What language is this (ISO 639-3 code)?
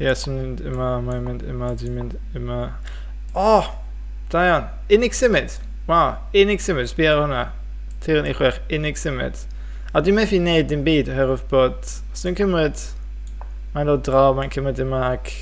cym